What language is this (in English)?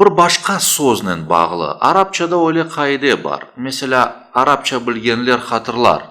Crimean Tatar